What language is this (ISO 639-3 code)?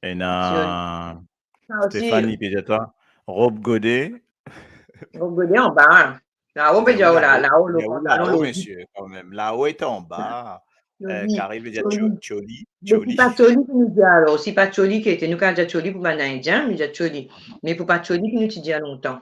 mfe